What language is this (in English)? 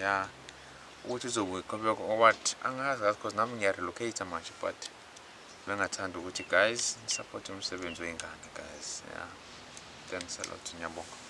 Zulu